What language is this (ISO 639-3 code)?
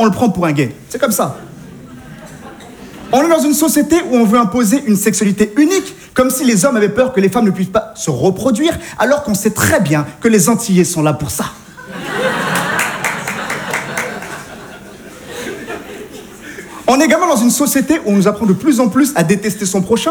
fra